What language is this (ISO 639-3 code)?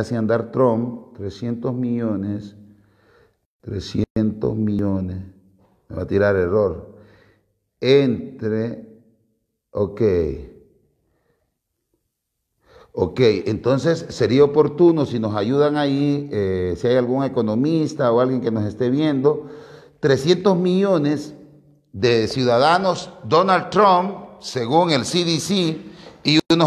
spa